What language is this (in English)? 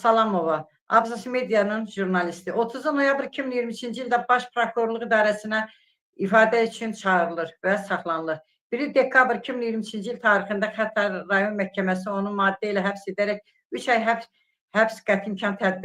Azerbaijani